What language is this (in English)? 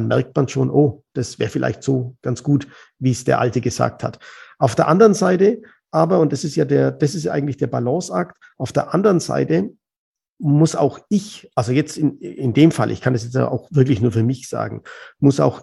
German